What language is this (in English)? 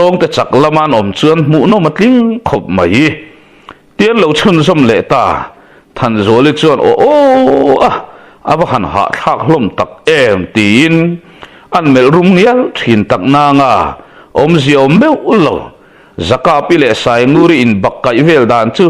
Mizo